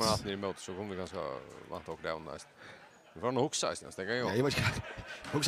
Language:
Faroese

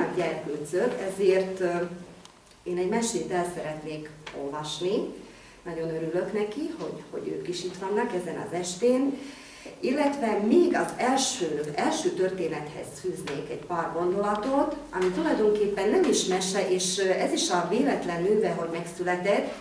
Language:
Hungarian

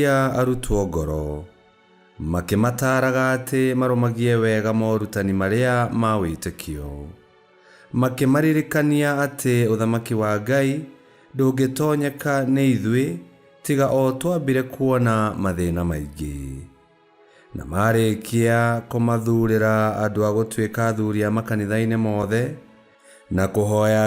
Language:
Kikuyu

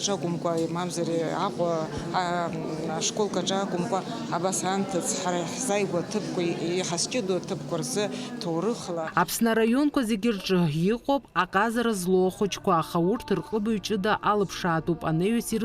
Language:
Abkhazian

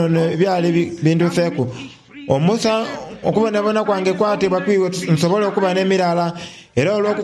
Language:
Soga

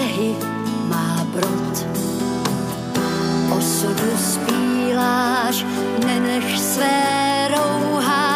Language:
Czech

